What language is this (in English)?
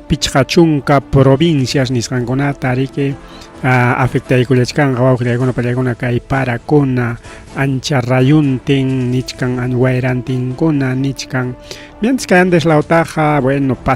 Ayacucho Quechua